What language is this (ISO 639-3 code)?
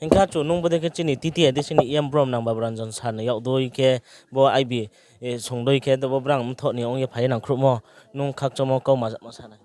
ria